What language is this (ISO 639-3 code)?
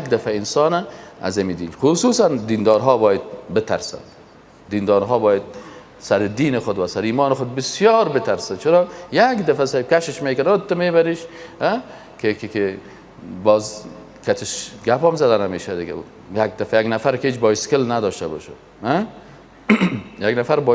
fas